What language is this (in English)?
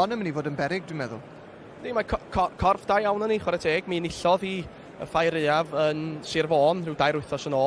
Welsh